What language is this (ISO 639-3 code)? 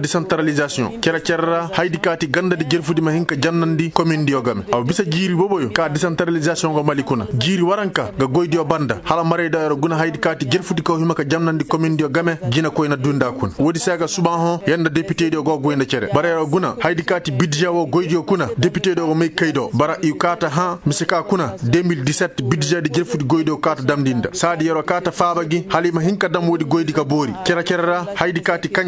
ses